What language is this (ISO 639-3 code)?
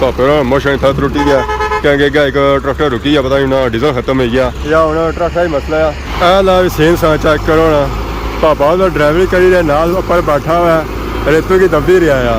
phr